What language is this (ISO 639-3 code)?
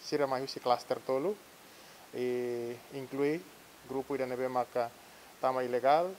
tet